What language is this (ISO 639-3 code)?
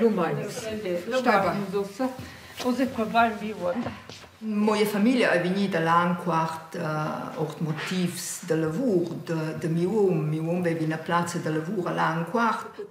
roh